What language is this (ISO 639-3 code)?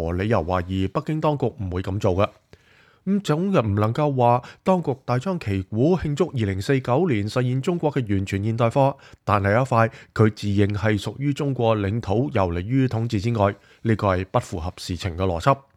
yue